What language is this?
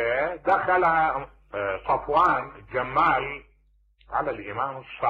Mesopotamian Arabic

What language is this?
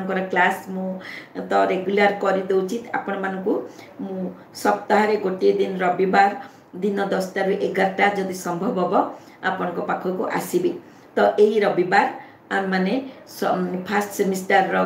Odia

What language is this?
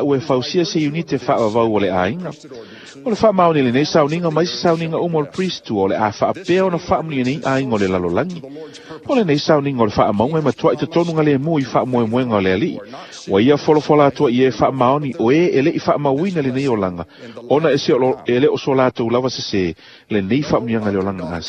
Samoan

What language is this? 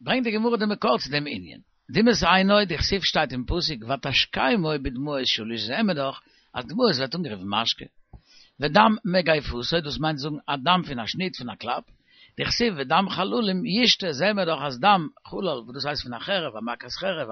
Yiddish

